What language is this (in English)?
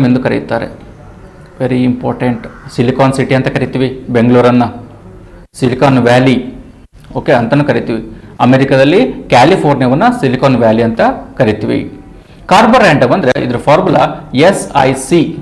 Kannada